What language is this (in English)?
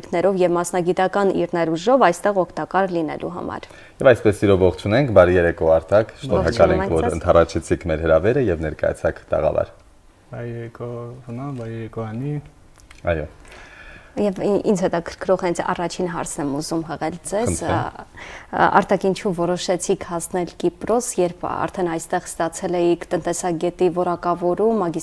Armenian